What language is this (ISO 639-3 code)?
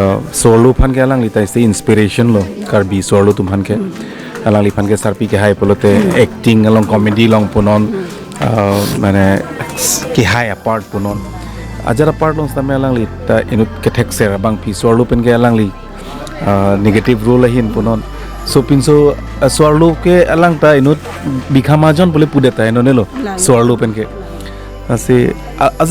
mjw